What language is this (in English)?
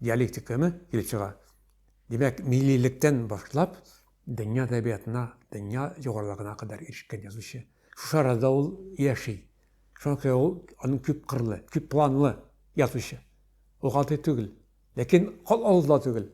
Tatar